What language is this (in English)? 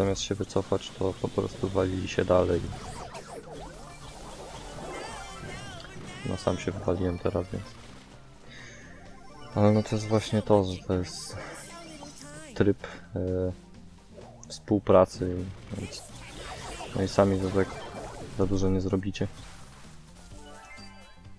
Polish